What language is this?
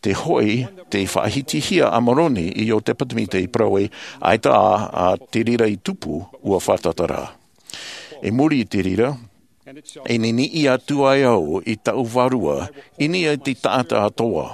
Tahitian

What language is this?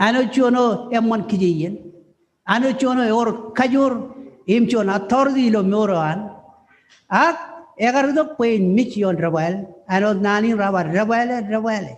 Marshallese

